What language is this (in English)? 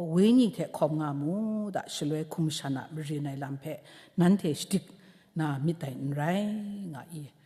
Kachin